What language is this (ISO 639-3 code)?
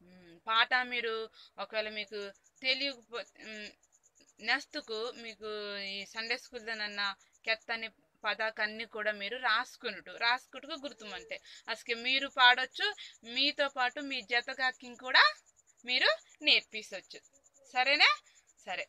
kff